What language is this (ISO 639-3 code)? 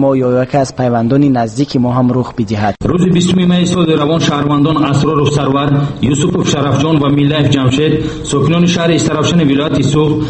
tgk